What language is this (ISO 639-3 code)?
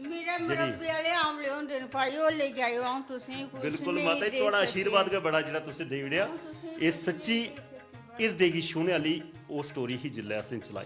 doi